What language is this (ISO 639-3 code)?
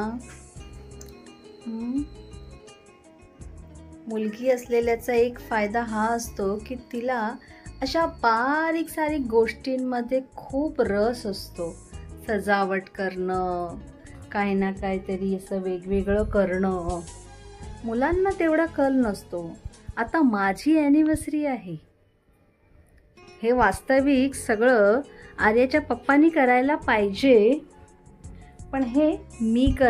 mar